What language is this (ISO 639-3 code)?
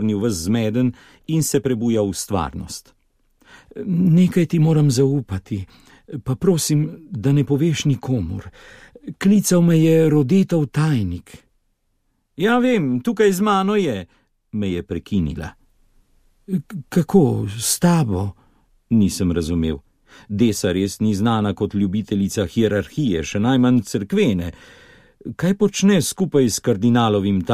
slv